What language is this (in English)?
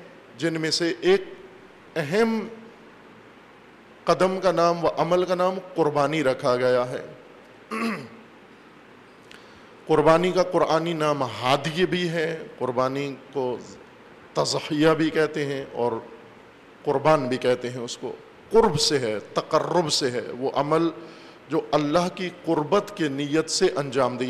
Urdu